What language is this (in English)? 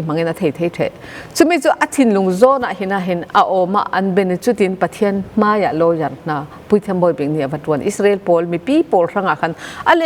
Falam Chin